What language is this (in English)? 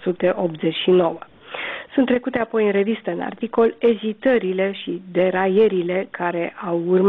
Romanian